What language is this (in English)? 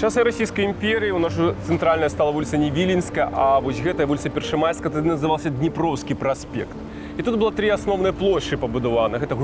Belarusian